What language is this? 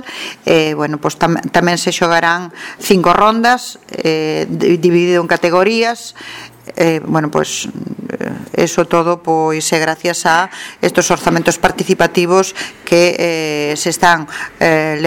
Galician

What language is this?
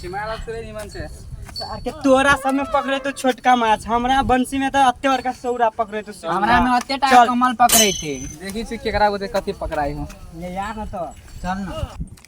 Maithili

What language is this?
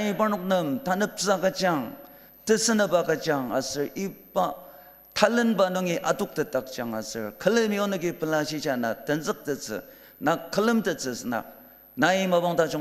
Ao Naga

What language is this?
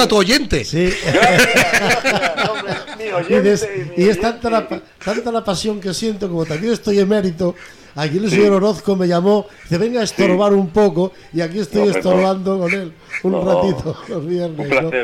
Spanish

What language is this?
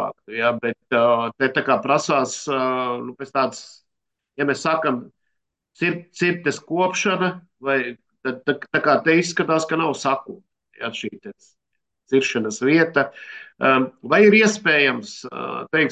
Latvian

